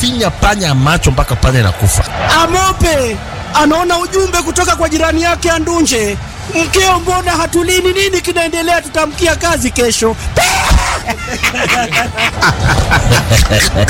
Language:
Swahili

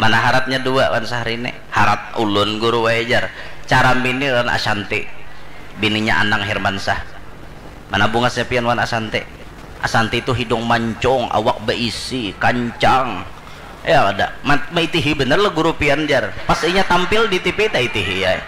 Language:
Banjar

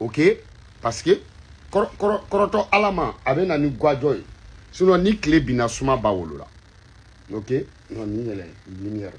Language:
Bambara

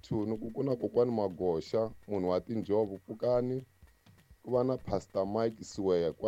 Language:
Tsonga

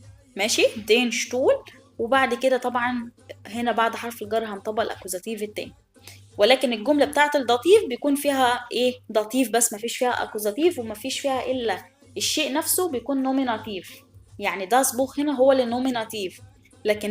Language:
Egyptian Arabic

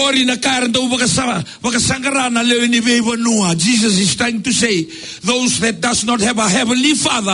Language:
Fijian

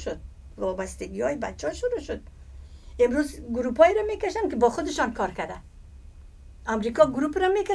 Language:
Persian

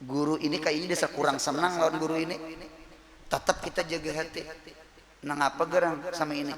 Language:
Banjar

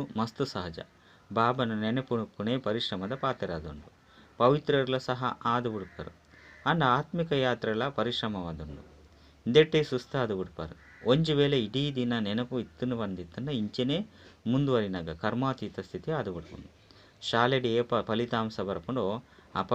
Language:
Tulu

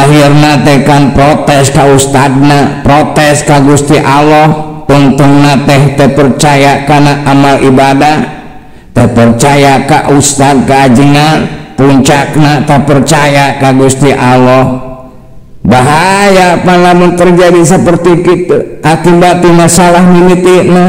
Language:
Sundanese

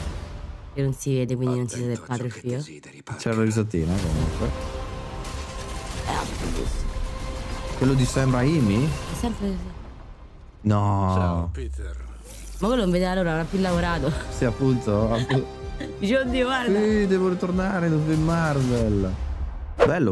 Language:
Italian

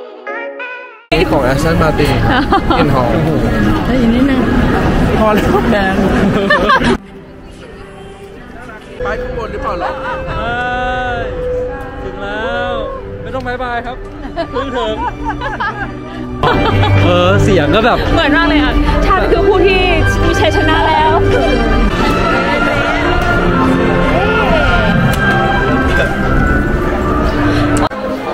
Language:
Thai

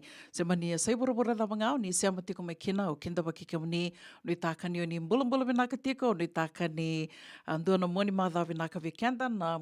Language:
Fijian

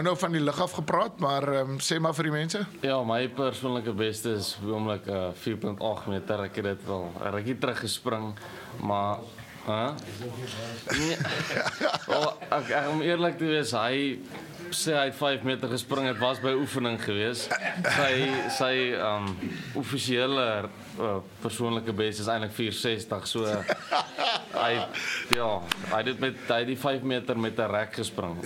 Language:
Afrikaans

